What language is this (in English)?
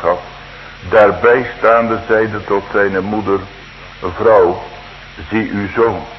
Dutch